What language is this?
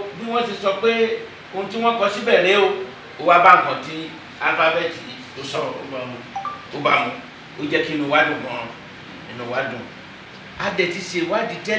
Yoruba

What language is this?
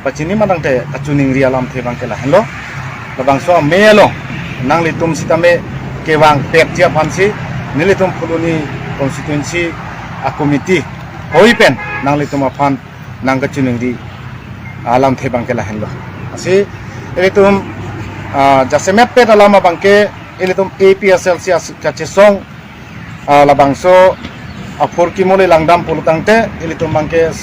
Karbi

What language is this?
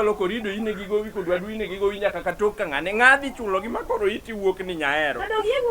Luo (Kenya and Tanzania)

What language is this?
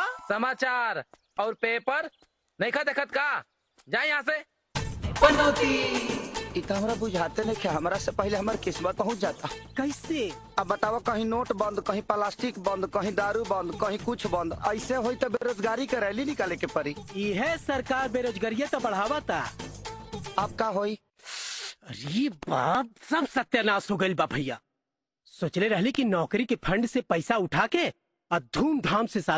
Bhojpuri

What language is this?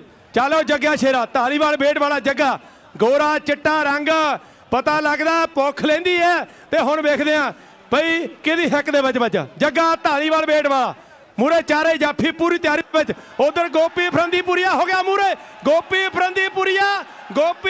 Punjabi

